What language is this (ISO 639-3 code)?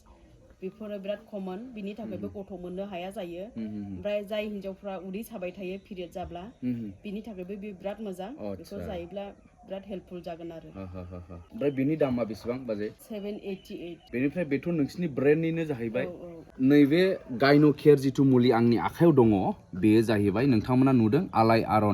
brx